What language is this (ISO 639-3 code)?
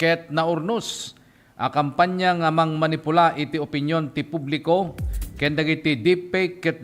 ilo